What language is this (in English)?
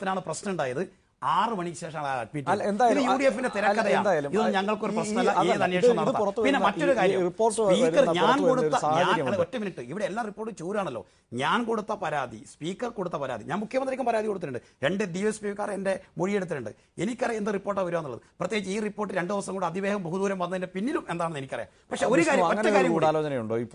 Malayalam